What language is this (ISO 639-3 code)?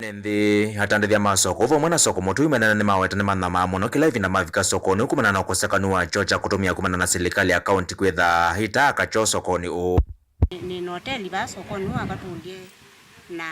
kam